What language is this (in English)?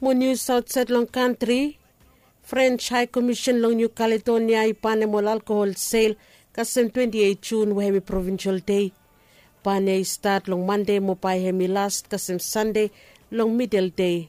Bislama